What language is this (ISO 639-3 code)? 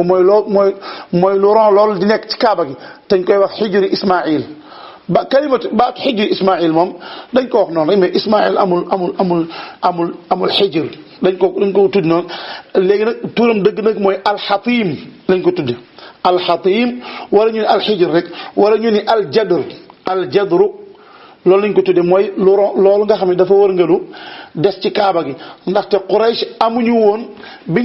wol